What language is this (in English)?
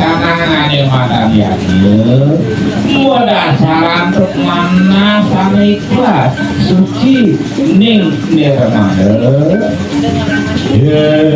Balinese